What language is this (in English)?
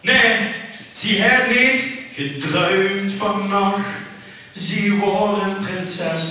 Limburgish